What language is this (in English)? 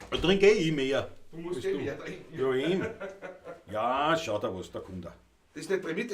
Bavarian